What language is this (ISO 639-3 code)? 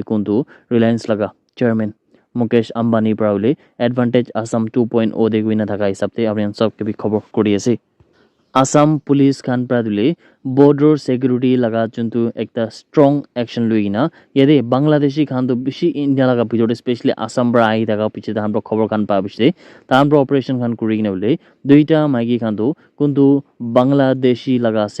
nag